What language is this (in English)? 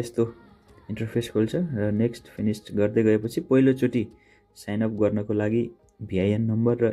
Nepali